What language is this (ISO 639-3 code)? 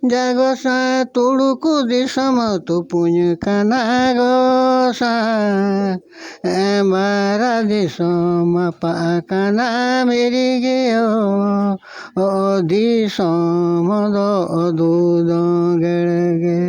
sat